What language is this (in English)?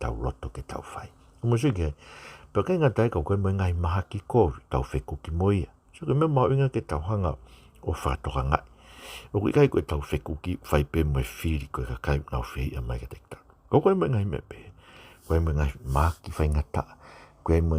Tongan